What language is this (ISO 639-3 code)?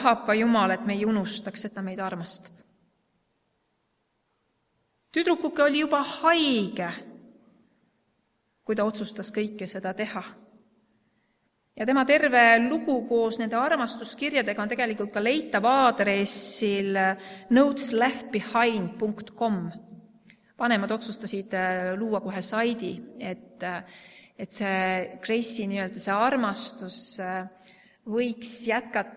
est